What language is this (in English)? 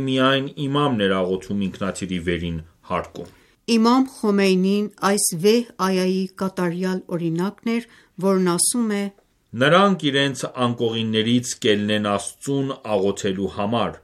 Armenian